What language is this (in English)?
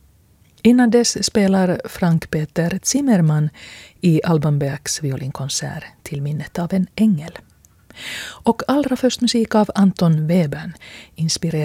Swedish